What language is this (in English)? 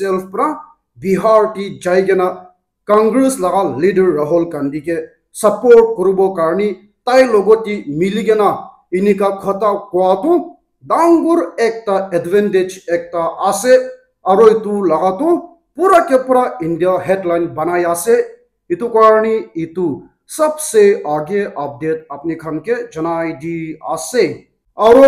Naga Pidgin